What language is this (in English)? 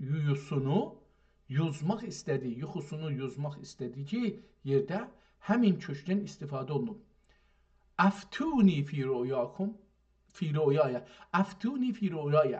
South Azerbaijani